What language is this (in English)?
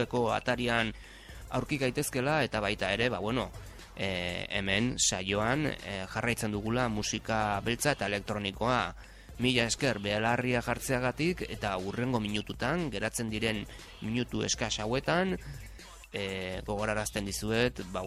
Basque